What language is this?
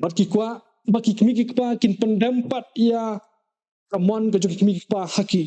Khasi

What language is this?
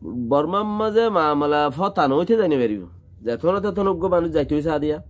Rohingya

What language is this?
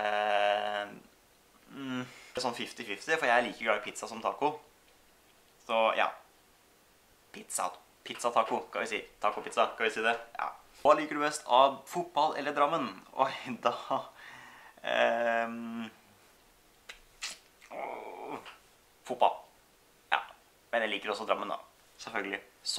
Norwegian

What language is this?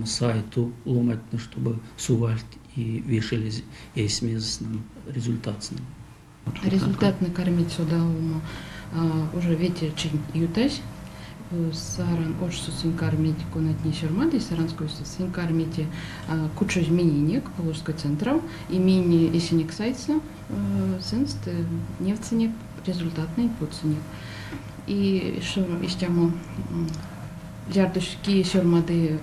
Erzya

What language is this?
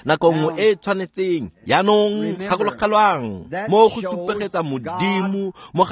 Tswana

